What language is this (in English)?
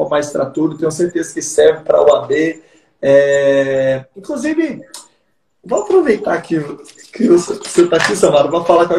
Portuguese